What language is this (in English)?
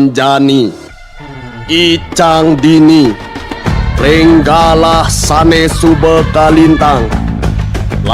Balinese